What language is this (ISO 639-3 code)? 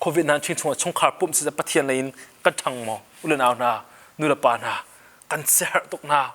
cnh